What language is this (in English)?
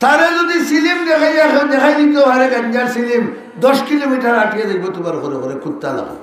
Sylheti